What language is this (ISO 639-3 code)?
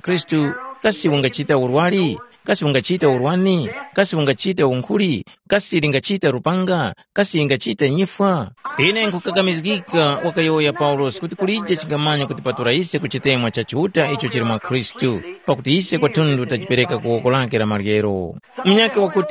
tum